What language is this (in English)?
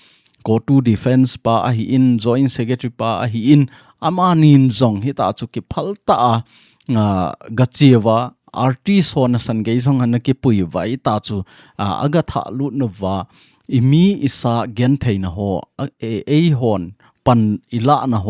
Thado Chin